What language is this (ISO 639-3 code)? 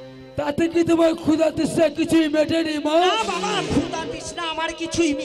ben